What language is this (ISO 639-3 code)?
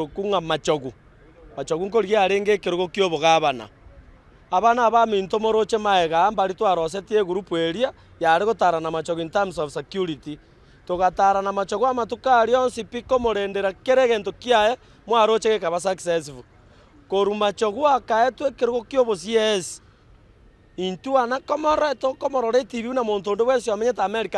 guz